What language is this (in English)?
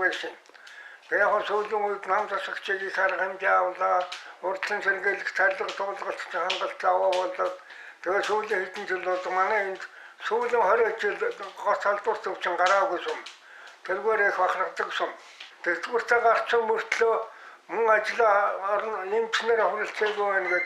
Mongolian